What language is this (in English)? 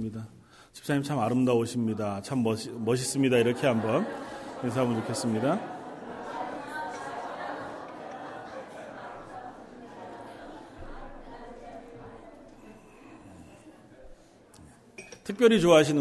Korean